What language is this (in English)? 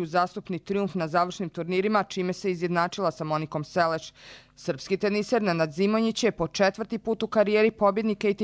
Bosnian